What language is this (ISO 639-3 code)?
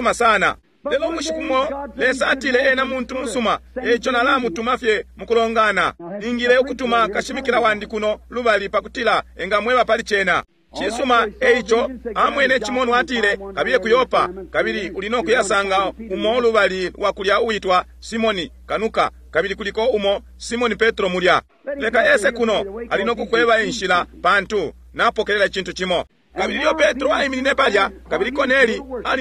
bem